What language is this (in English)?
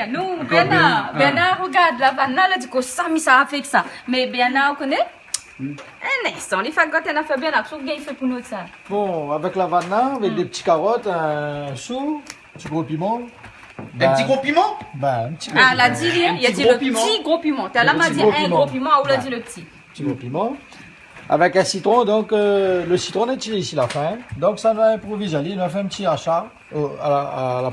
Réunion Creole French